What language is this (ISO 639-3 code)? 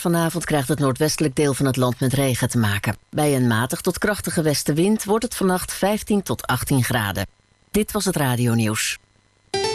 nld